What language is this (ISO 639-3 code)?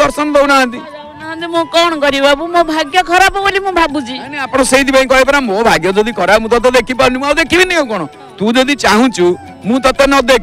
ori